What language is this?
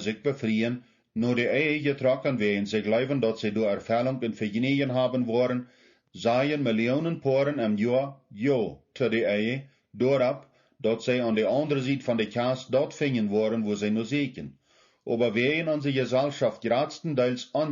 Plautdietsch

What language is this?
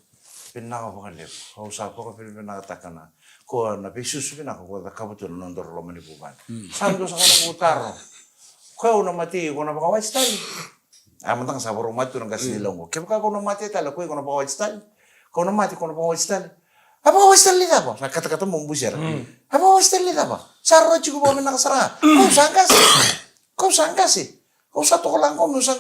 Fijian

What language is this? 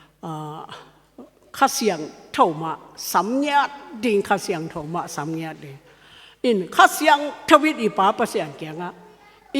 Tedim Chin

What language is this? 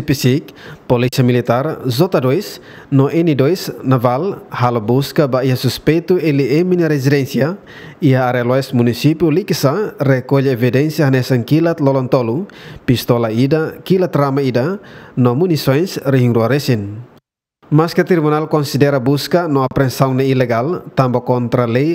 Tetum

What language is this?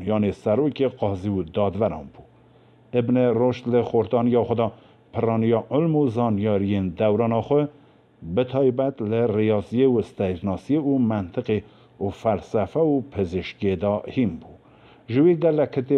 Kurdish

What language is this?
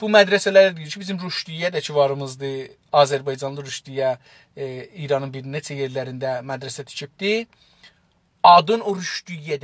South Azerbaijani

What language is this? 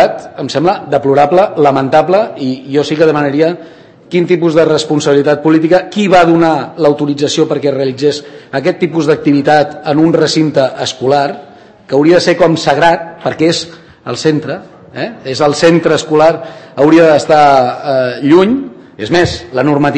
Catalan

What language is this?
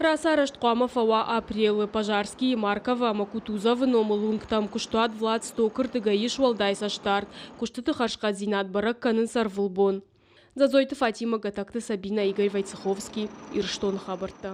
Ossetic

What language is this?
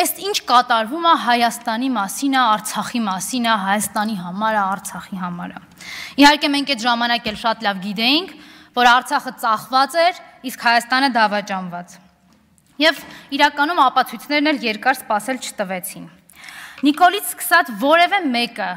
Armenian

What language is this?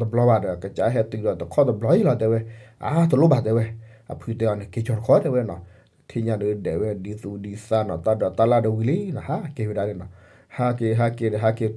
S'gaw Karen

